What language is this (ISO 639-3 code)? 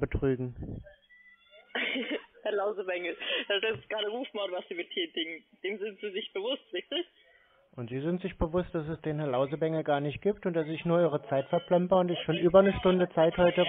deu